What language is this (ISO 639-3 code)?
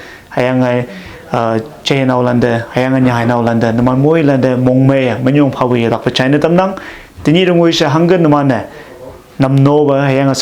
nbe